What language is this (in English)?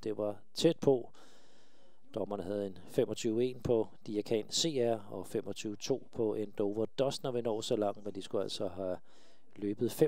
Danish